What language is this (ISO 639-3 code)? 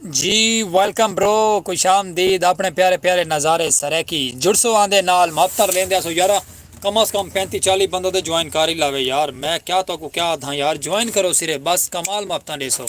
skr